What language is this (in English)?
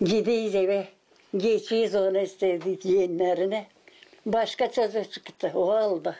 Gagauz